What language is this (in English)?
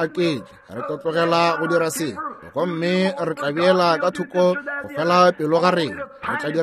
Northern Sotho